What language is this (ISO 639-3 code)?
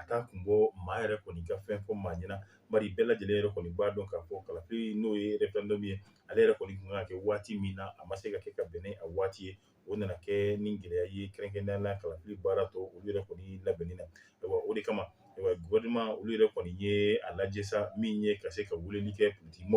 bam